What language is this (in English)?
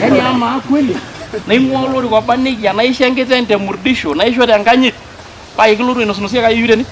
Masai